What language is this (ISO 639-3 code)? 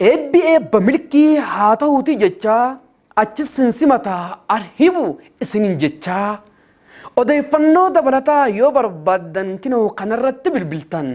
orm